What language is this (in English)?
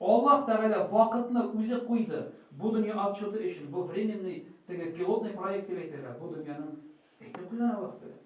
Tatar